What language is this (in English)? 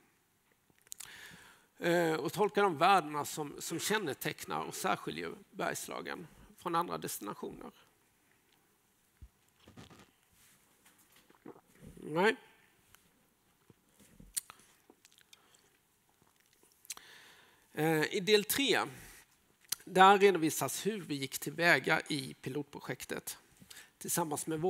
Swedish